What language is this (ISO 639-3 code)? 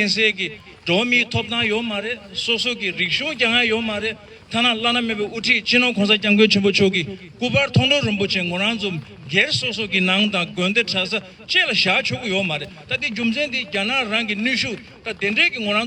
bod